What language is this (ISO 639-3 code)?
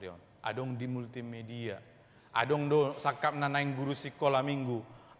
bbc